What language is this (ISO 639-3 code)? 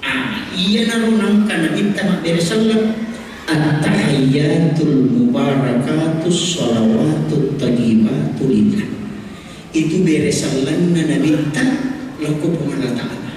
bug